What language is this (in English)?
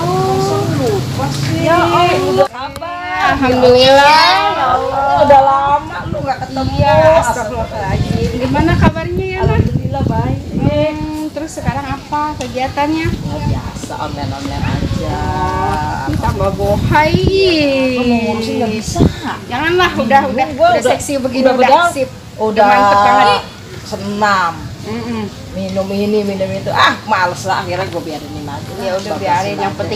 Betawi